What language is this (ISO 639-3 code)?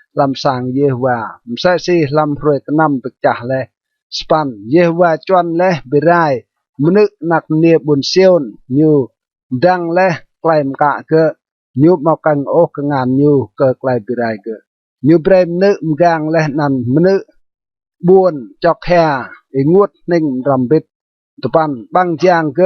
rad